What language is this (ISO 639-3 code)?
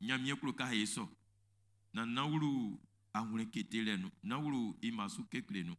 bci